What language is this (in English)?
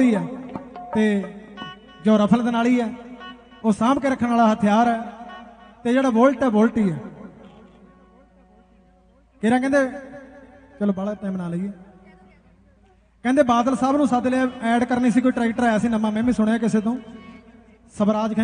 Punjabi